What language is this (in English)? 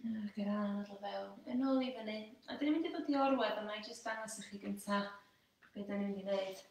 Welsh